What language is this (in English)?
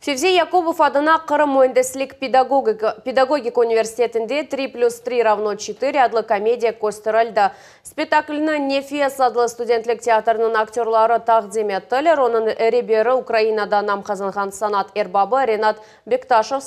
Crimean Tatar